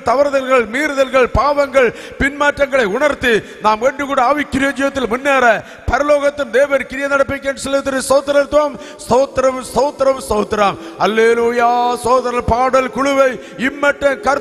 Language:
Tamil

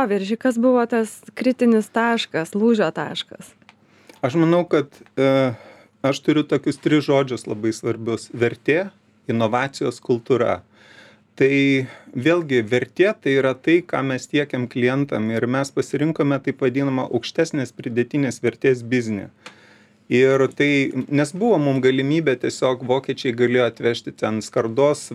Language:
Lithuanian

